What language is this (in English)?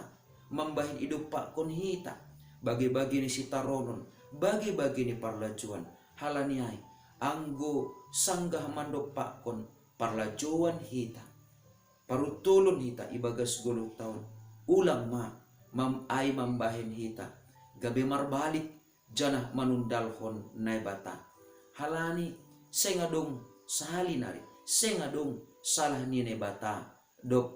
Batak Simalungun